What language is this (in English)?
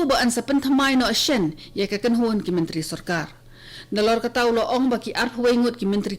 Khasi